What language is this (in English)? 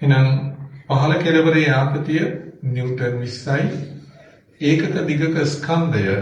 Sinhala